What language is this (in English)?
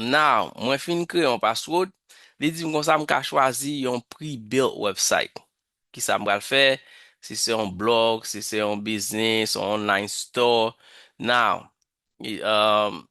Haitian Creole